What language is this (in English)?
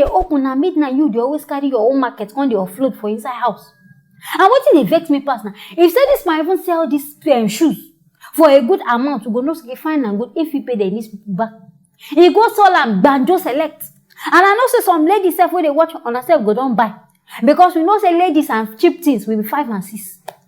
Nigerian Pidgin